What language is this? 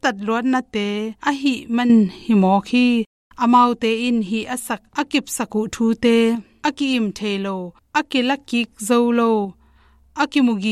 Tedim Chin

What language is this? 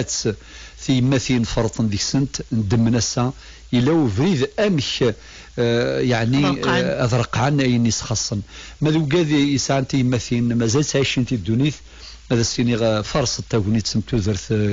Kabyle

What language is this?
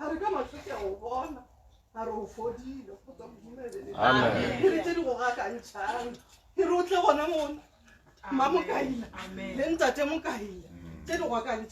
Northern Sotho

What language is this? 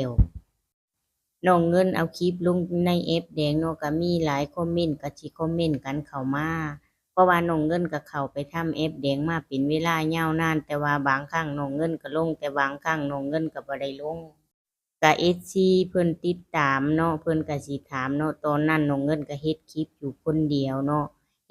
Lao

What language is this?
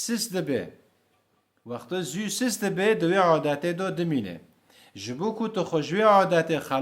Kurdish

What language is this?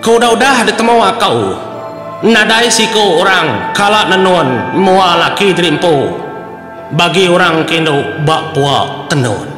Iban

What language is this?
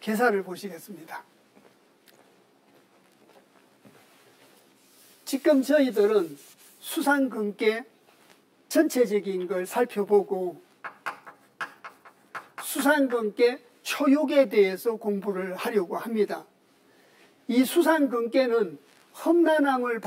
Korean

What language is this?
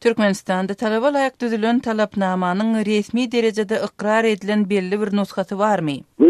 Turkmen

